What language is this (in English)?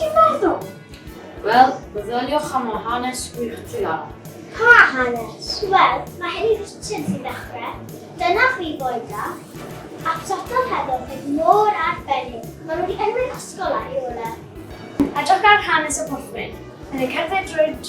Welsh